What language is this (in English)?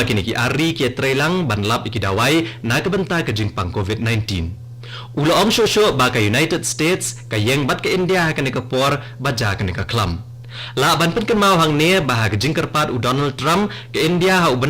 Khasi